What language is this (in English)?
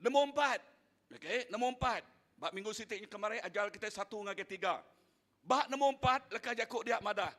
Iban